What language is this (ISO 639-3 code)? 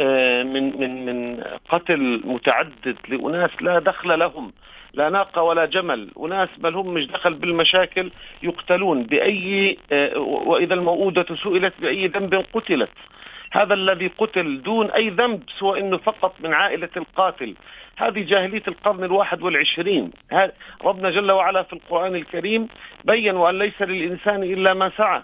apc